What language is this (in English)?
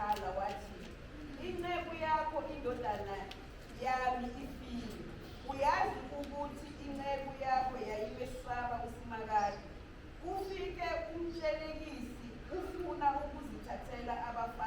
Zulu